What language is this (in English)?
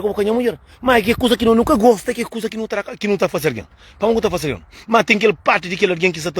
Kabuverdianu